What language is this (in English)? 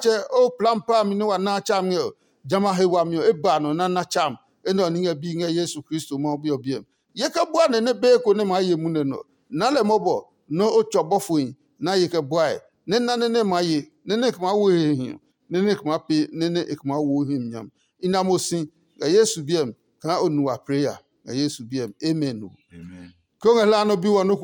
Adangme